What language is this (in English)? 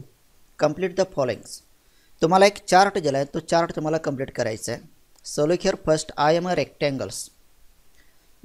Marathi